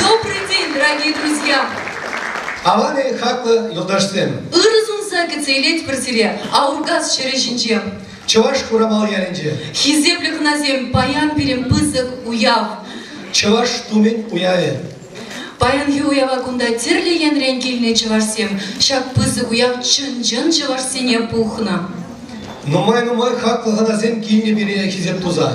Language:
Chuvash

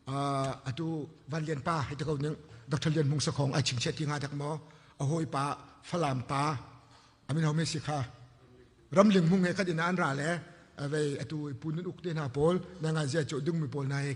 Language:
Hakha Chin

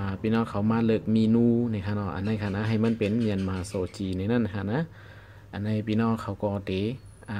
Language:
Shan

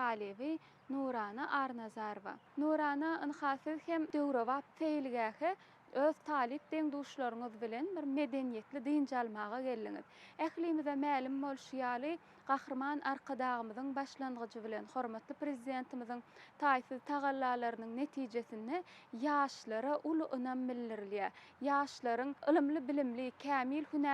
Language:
Turkmen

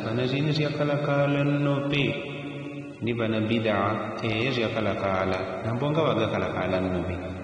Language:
Yao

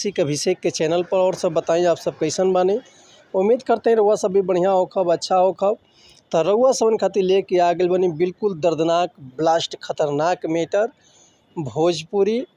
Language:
Bhojpuri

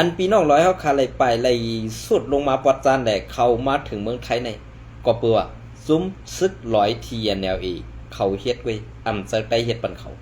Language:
Shan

